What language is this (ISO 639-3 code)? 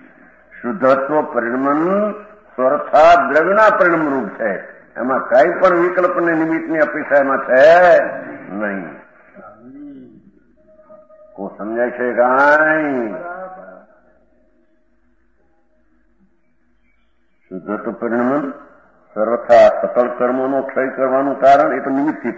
guj